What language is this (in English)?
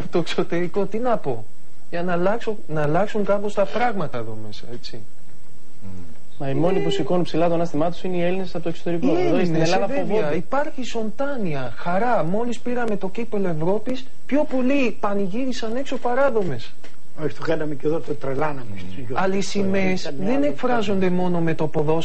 Greek